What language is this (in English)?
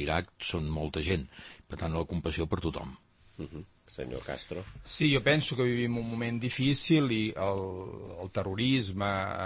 Catalan